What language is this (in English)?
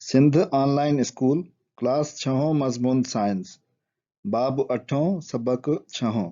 Sindhi